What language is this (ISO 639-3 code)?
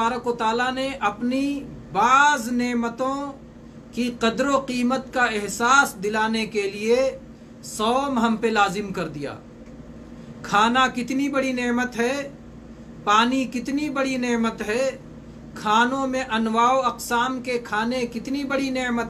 urd